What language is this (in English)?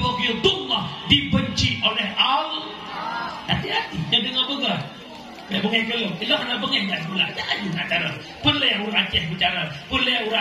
Achinese